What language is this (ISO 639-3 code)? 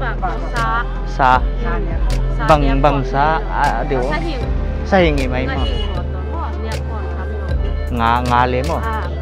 pck